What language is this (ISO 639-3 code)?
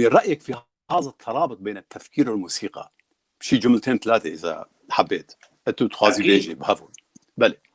kur